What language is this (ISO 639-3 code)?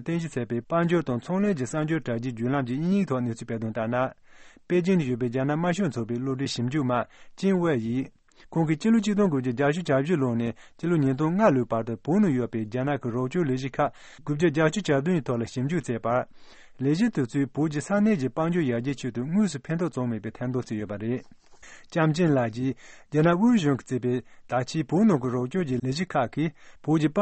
bod